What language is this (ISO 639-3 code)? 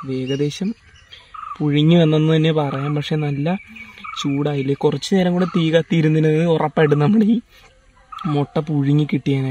mal